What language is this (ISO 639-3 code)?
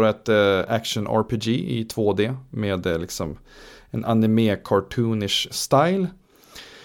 swe